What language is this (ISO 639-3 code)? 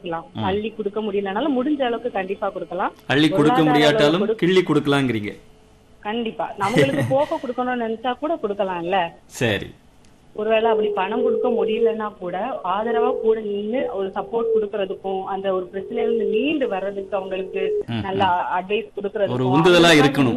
tam